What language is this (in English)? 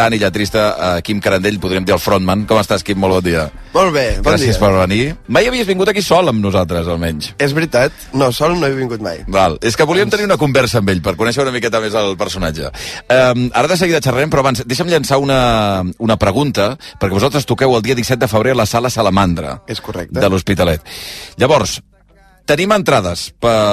Catalan